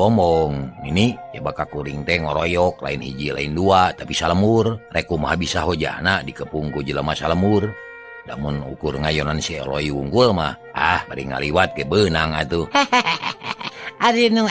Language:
Sundanese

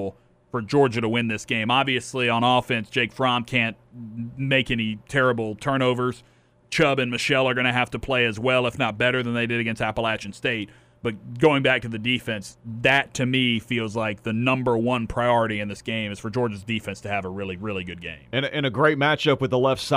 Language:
English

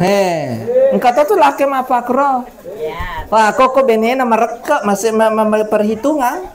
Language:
Buginese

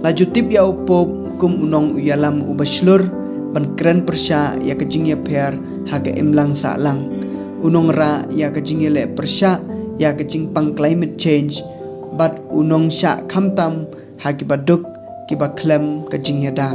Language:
Khasi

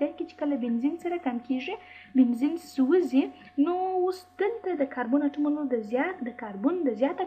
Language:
Pashto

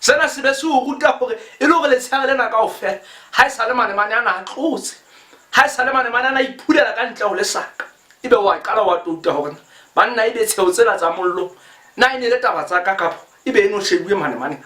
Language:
Southern Sotho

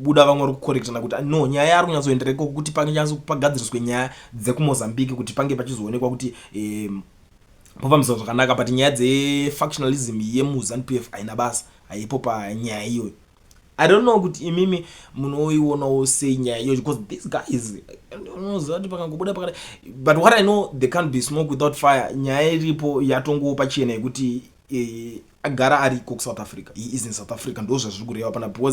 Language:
Shona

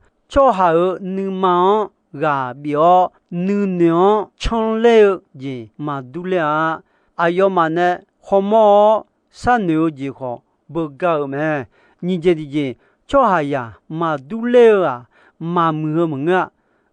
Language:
Akha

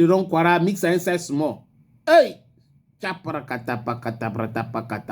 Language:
Cameroon Pidgin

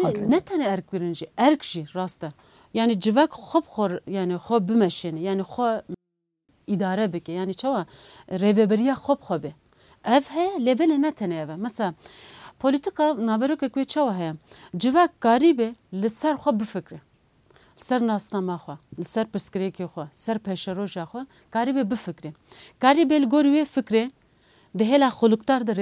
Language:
Kurdish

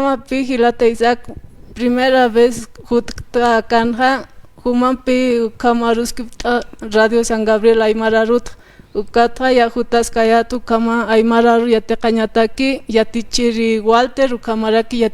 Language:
Aymara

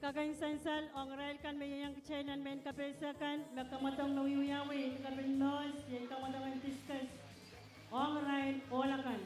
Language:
Pohnpeian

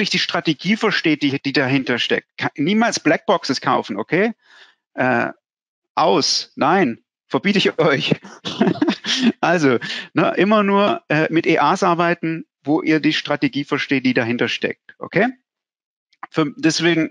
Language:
German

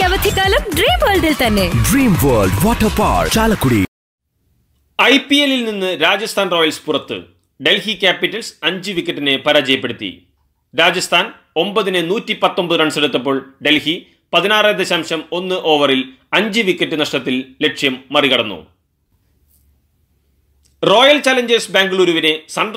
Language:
Malayalam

